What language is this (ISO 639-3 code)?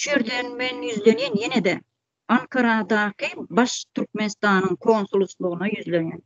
tuk